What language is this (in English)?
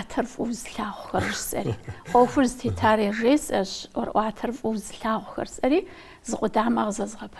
Kabardian